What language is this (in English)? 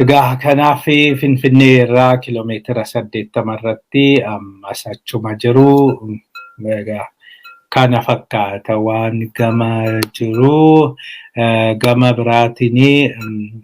Oromo